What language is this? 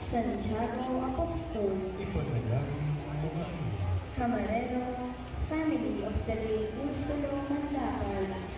Pampanga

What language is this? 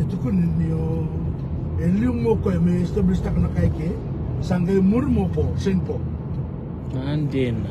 Fijian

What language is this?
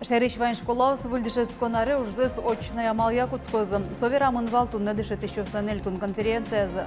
Udmurt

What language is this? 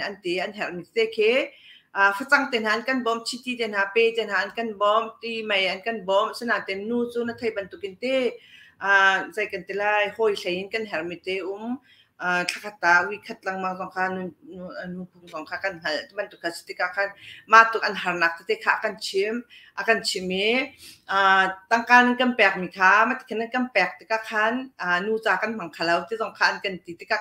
Hakha Chin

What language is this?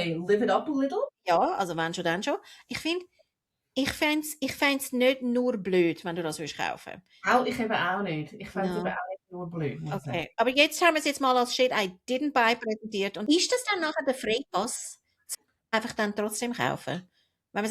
Swiss German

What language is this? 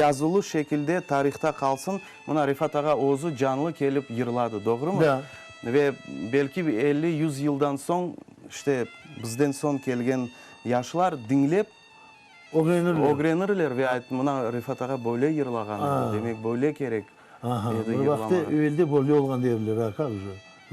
Crimean Tatar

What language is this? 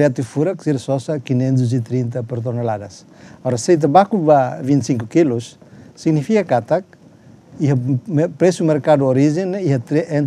Tetum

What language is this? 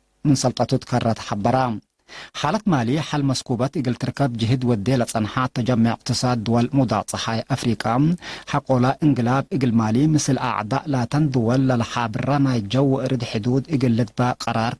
Tigre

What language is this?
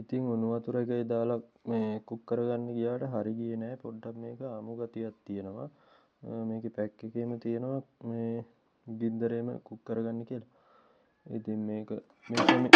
Sinhala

